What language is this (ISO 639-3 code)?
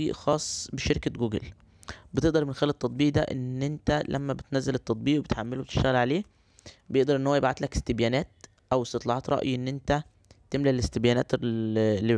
arz